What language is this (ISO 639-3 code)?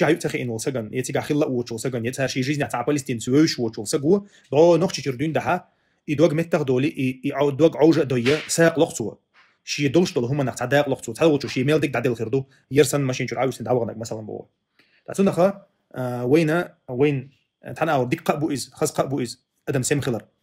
che